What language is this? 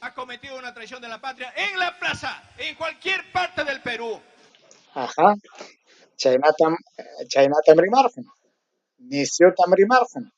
Ayacucho Quechua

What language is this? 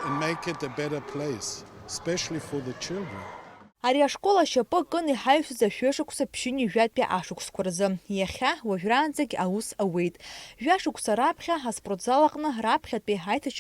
Abkhazian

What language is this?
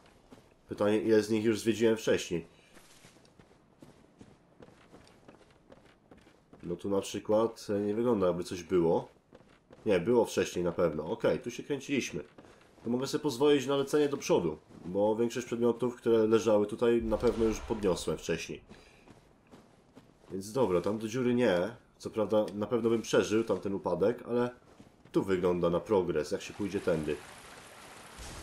Polish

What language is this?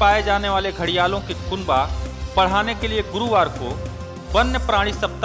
Hindi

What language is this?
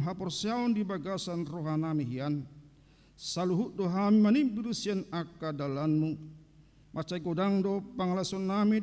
Batak Toba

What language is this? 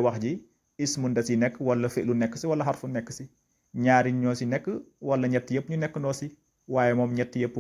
Wolof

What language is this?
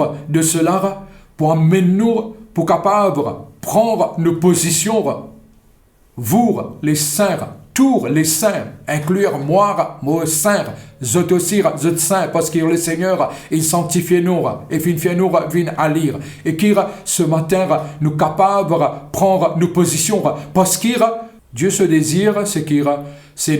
Morisyen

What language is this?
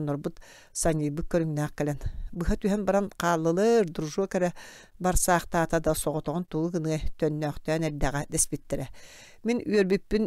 Yakut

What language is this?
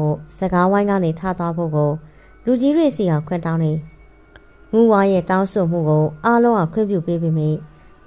Burmese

